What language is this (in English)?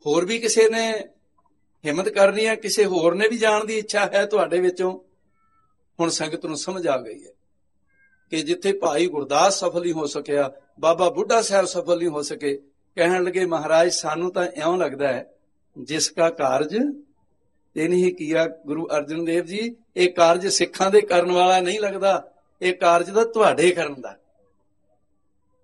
Punjabi